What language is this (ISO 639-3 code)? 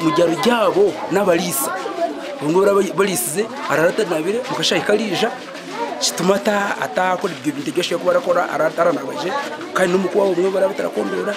nyn